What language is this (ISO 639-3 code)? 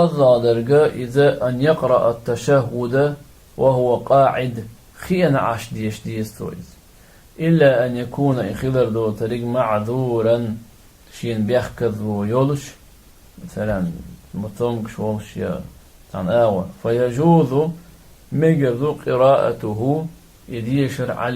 che